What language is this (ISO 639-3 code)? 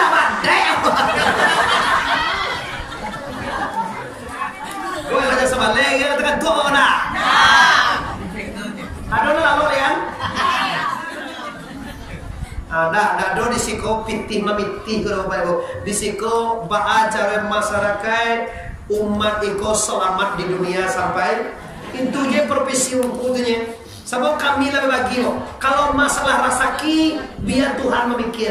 min